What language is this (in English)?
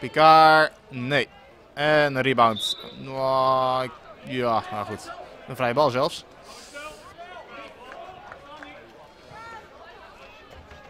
Dutch